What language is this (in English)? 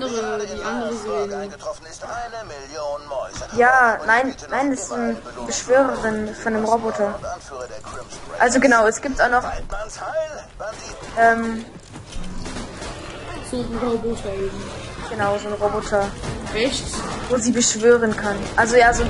German